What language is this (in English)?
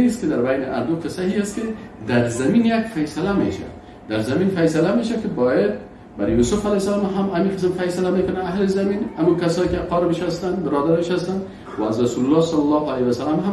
Persian